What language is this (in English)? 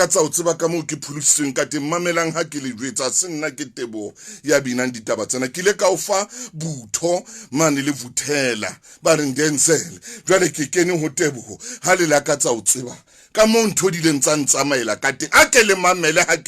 Southern Sotho